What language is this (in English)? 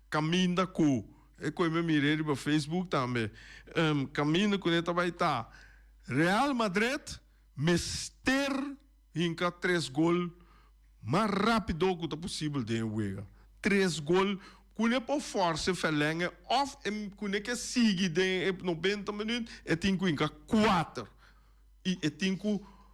Papiamento